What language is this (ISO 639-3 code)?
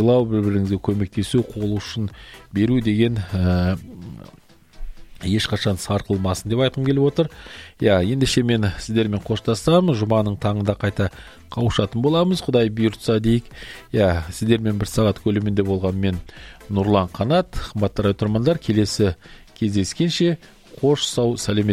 kaz